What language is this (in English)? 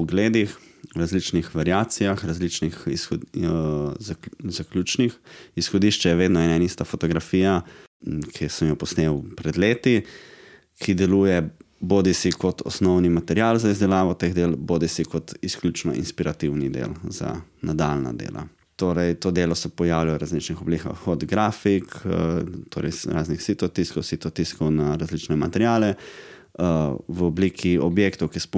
Slovenian